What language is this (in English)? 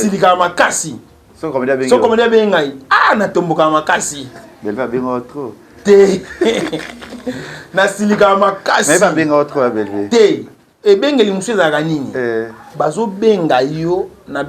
Lingala